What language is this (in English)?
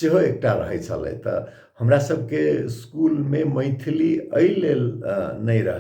Maithili